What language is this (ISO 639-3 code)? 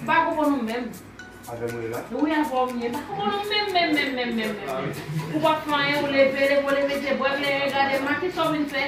hat